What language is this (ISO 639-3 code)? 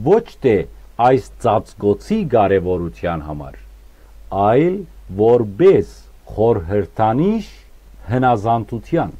hyw